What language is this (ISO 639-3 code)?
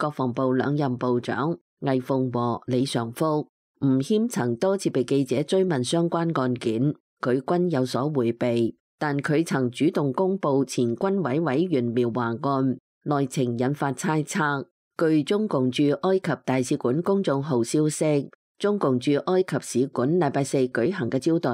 yue